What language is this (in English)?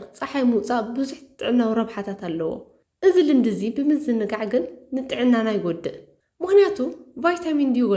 Tigrinya